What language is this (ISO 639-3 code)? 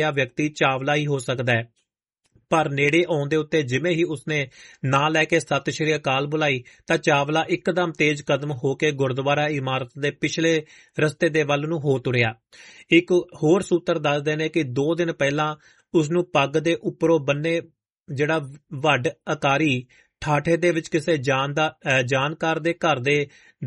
pan